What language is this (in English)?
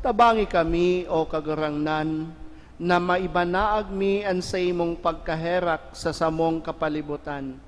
Bikol